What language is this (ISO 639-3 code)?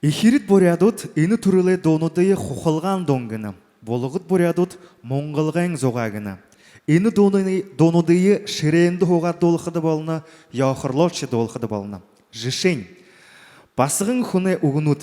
bua